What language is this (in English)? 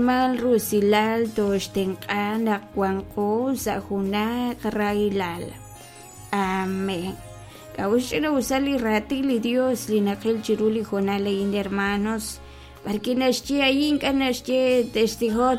Kekchí